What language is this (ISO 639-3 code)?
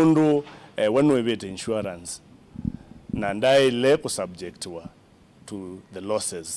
kam